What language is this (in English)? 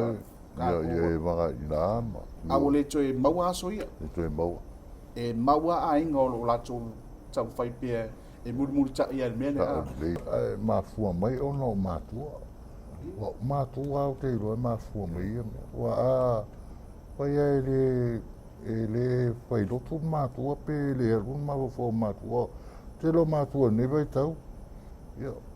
Samoan